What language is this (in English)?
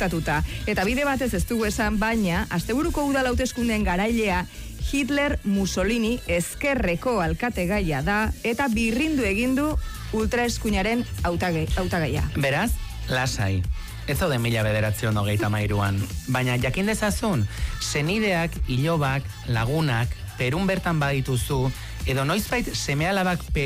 Basque